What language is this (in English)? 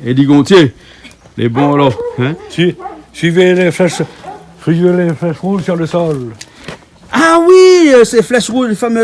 Réunion Creole French